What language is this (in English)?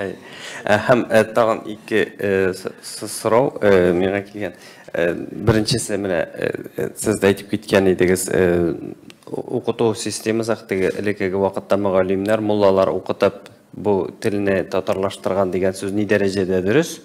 Tatar